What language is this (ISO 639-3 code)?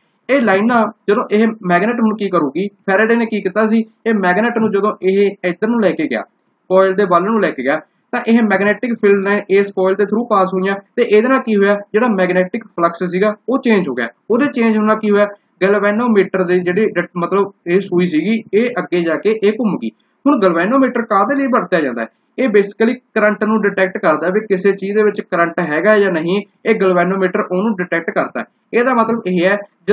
pan